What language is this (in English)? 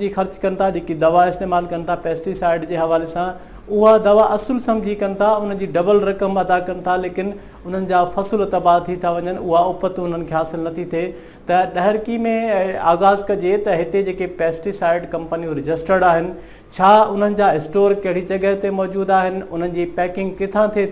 Sindhi